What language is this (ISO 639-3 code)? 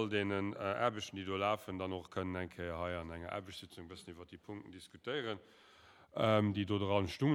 ltz